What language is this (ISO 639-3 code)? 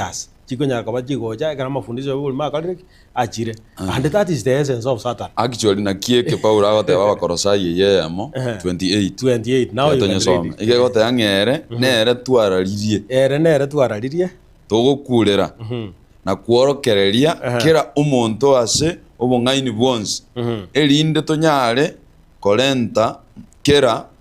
guz